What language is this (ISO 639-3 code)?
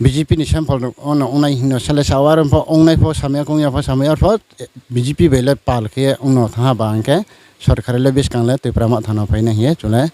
ria